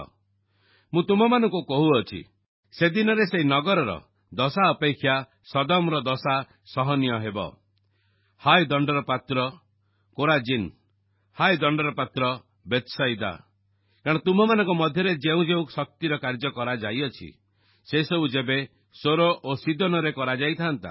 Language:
Odia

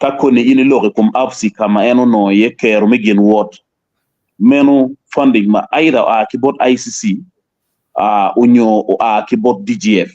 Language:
Acoli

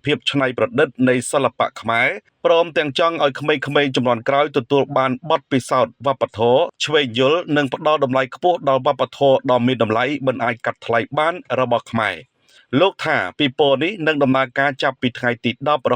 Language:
Khmer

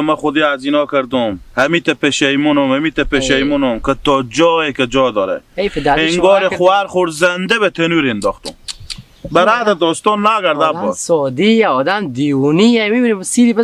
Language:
Hazaragi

